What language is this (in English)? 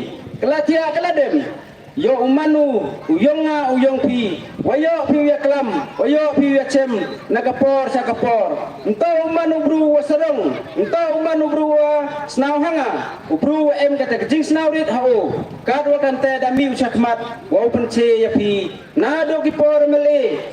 Pnar